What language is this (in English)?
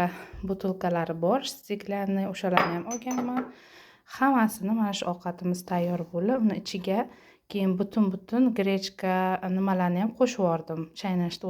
Uzbek